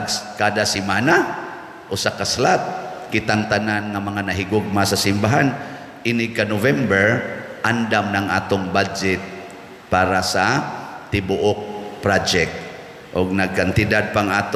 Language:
Cebuano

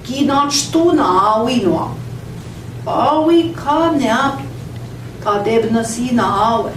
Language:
Central Ojibwa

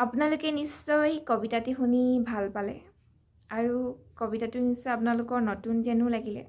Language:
Assamese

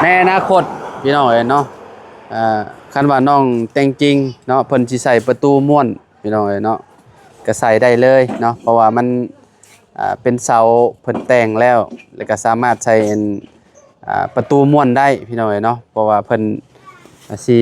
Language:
Lao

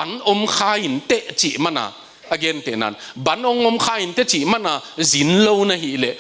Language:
Tedim Chin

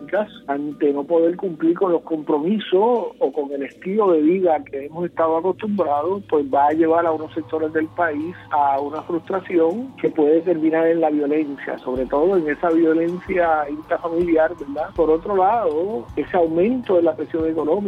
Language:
Spanish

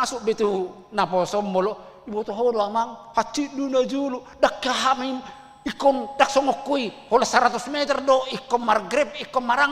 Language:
Batak Toba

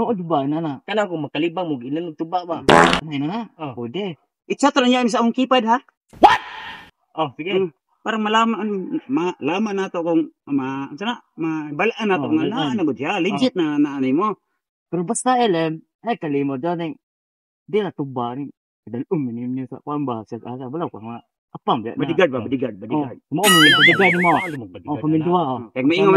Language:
Cebuano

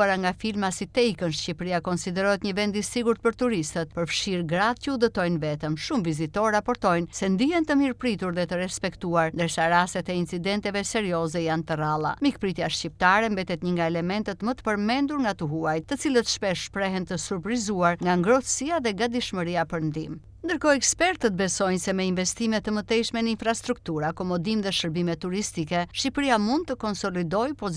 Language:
Albanian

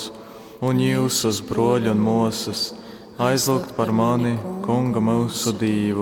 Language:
Latgalian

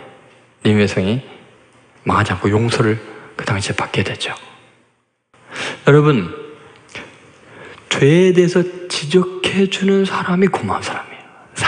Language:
Korean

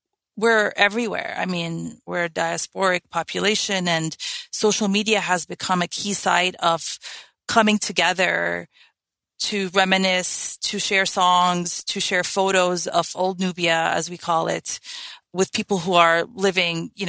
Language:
English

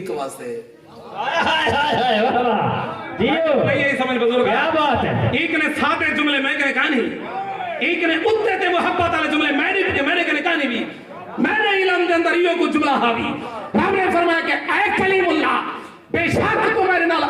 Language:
Saraiki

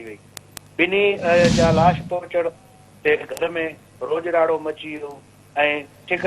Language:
Sindhi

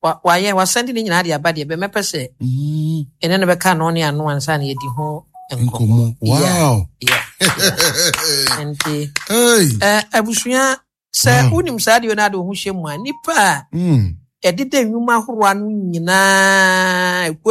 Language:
Akan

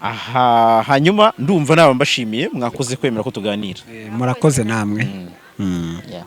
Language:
Kinyarwanda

